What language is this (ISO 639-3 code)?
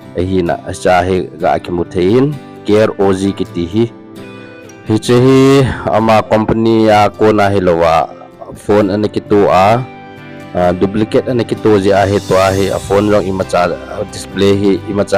tcz